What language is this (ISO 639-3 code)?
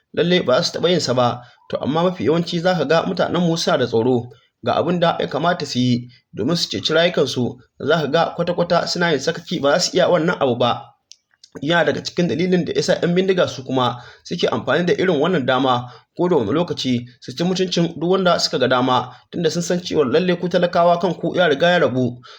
hau